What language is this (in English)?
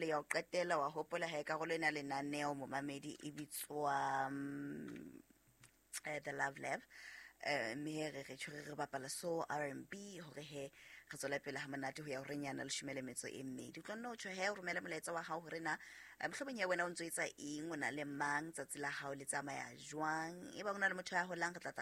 Southern Sotho